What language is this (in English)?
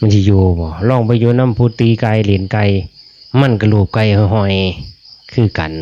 Lao